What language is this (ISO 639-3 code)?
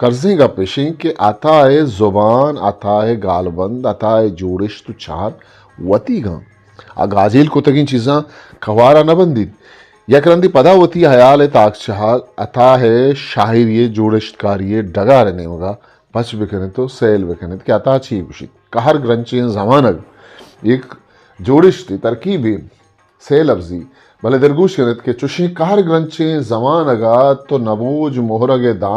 bgp